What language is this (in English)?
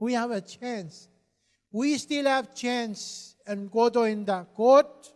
Pohnpeian